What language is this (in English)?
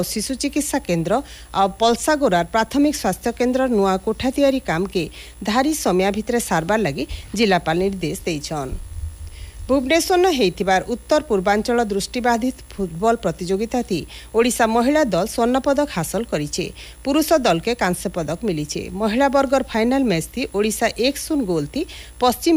Odia